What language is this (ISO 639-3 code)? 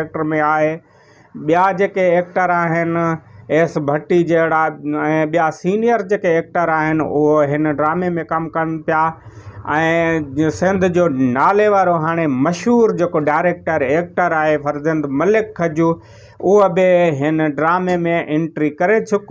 snd